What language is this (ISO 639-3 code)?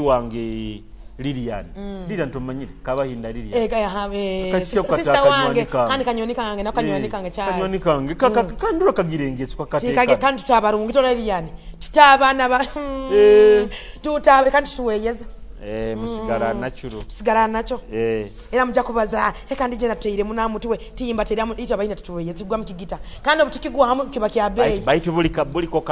nyo